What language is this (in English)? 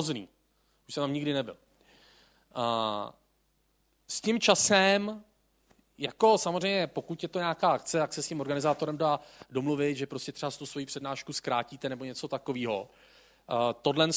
Czech